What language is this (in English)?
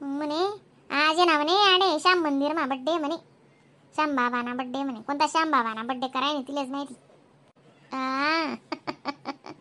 Khandesi